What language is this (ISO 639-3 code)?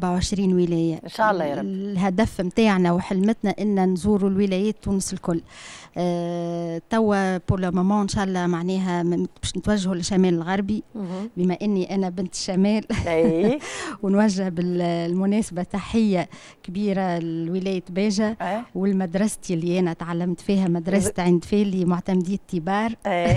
aeb